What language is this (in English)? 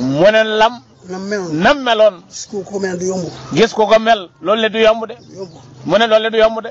Wolof